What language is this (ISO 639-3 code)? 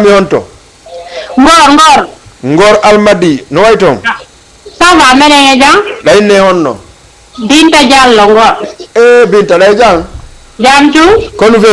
ful